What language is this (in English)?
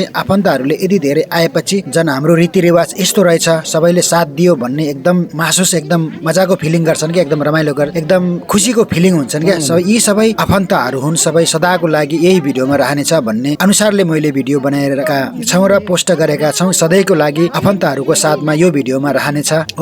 Nepali